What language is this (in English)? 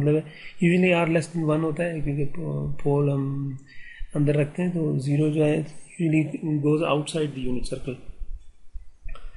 Urdu